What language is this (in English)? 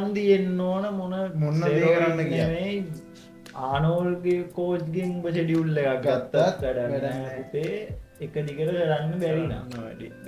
Sinhala